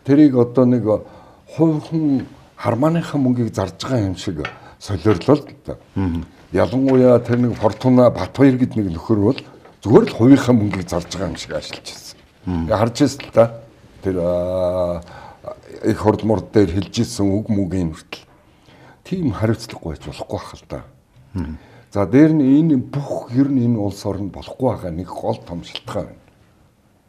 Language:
Mongolian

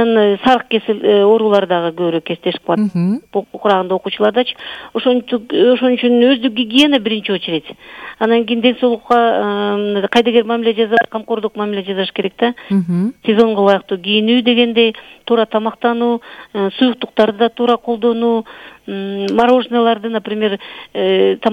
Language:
Kyrgyz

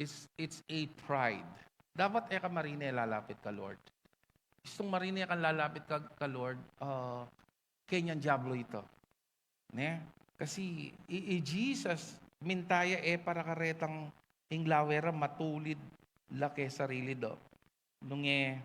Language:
Pampanga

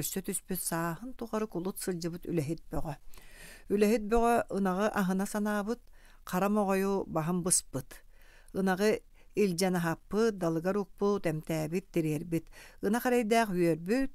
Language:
Yakut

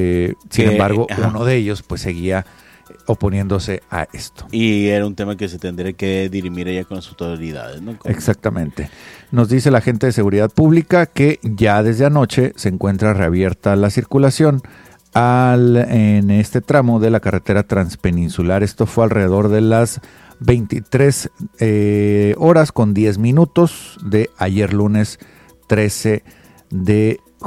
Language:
Spanish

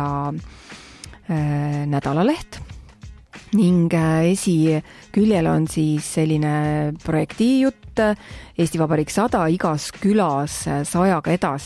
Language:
Estonian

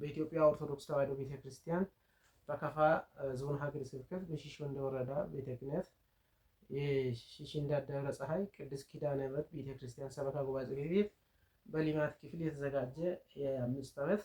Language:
Amharic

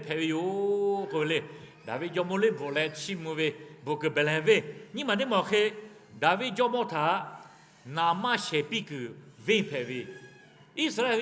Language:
Lahu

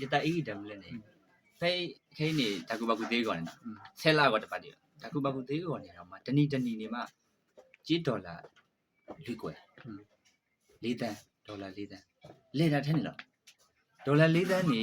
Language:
S'gaw Karen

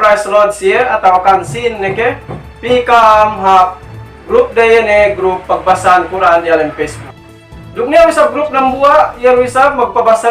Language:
Yakan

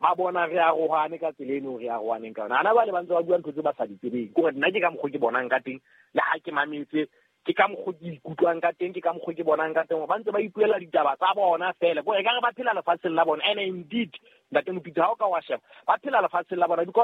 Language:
Southern Sotho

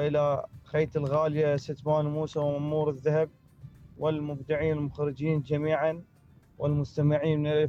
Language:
Mesopotamian Arabic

